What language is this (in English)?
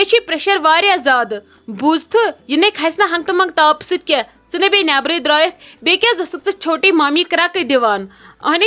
Kashmiri